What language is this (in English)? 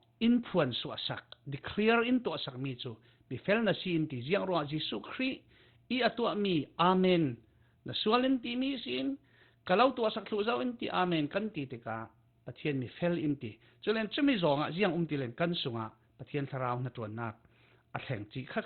Falam Chin